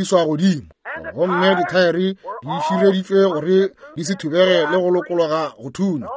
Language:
Northern Sotho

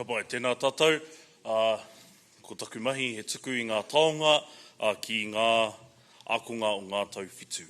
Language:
Māori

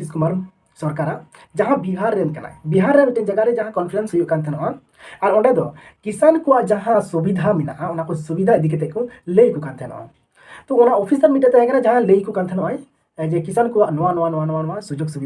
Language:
Santali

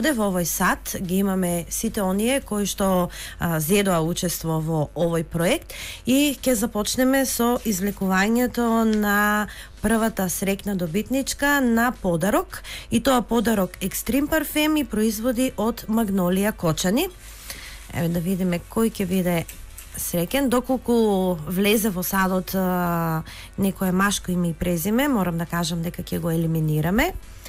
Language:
Macedonian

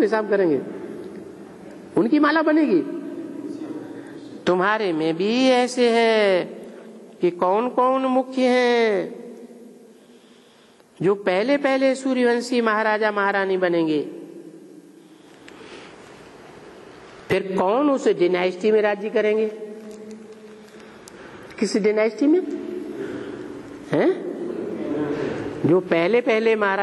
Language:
Hindi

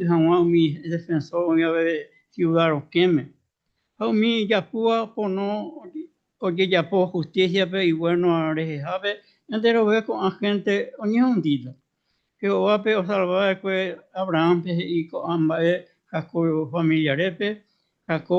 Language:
Guarani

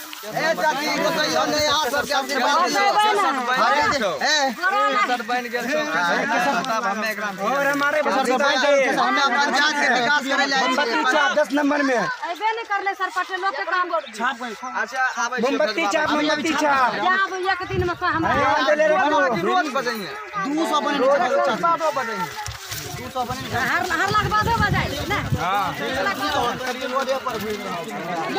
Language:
Maithili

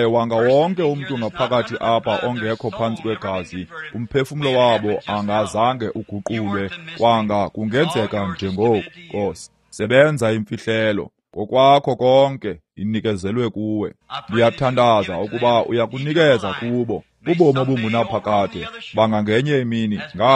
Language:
Xhosa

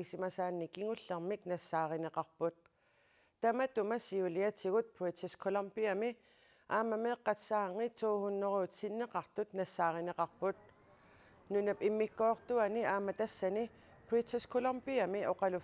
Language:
Kalaallisut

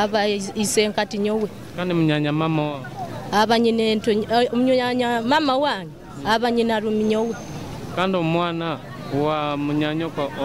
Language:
Nyoro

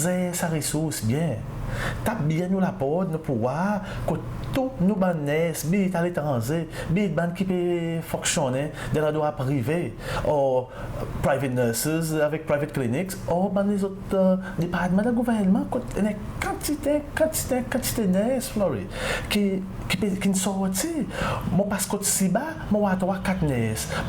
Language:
Seselwa Creole French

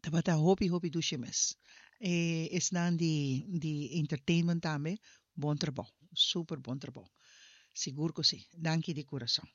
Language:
Papiamento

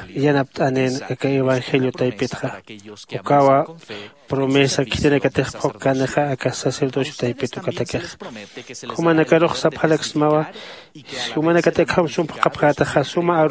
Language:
Aymara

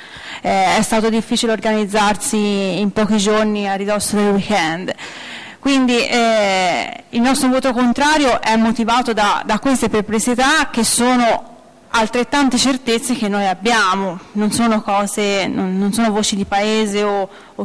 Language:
Italian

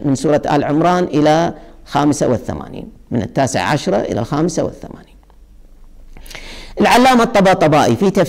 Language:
Arabic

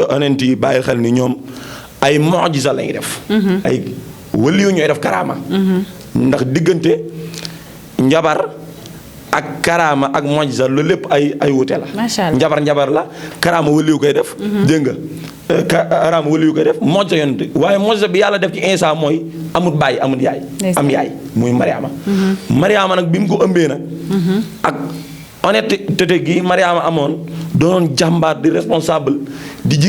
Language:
Wolof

